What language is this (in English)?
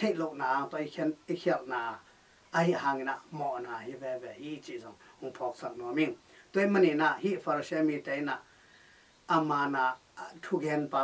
Tedim Chin